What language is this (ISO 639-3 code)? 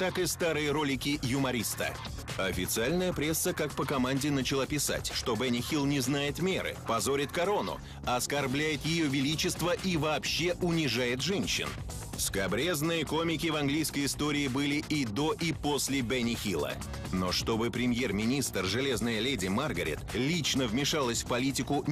rus